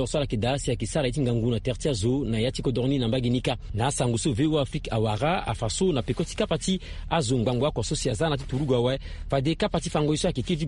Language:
Sango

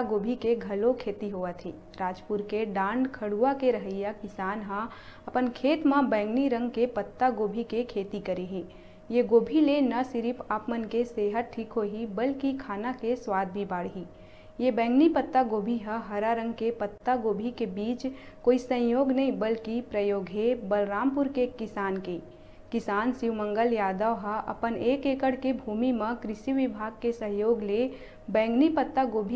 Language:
Chhattisgarhi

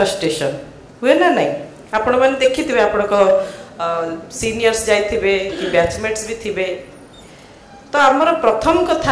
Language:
Odia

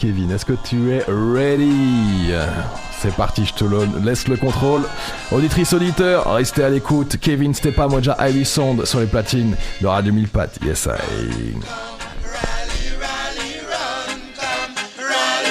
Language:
French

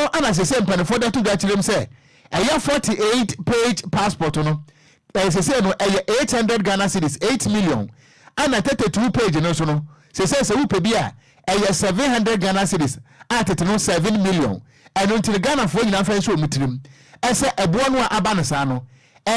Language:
Akan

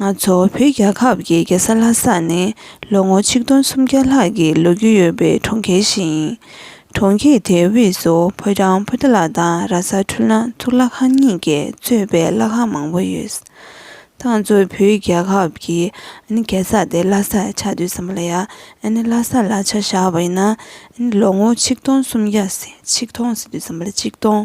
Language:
Tibetan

